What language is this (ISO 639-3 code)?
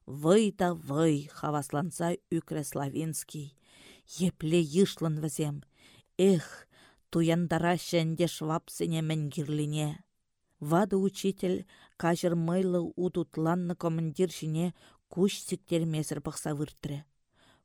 chv